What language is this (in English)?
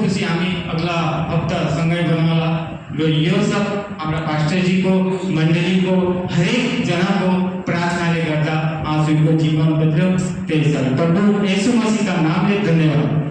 Nepali